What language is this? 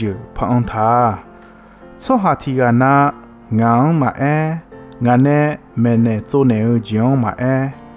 Akha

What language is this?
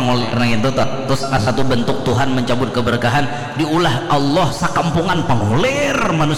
Banjar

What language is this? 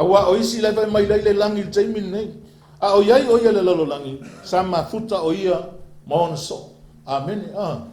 Samoan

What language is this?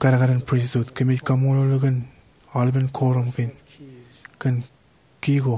Marshallese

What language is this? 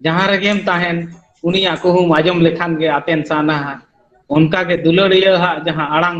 Santali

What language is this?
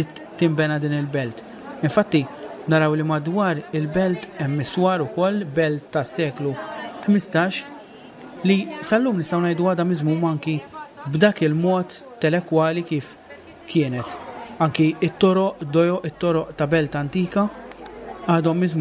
Maltese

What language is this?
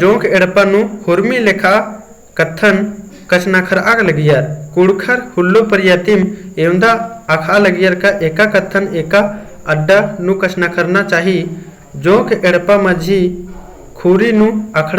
Kurukh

